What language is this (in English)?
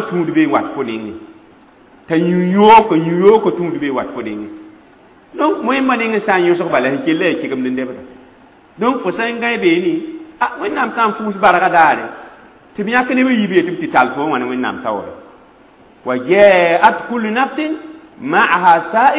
Mossi